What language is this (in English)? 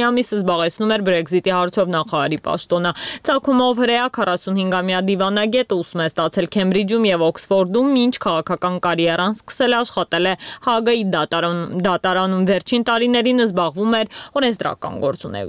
Armenian